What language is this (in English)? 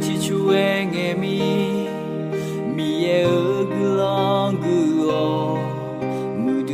Akha